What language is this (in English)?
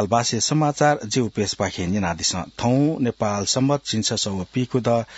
Newari